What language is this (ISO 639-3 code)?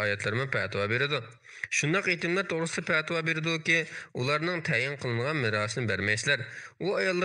uig